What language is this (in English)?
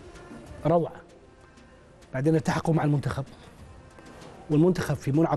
Arabic